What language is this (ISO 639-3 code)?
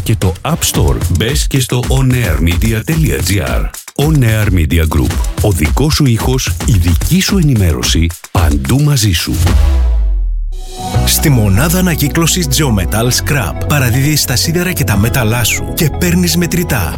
ell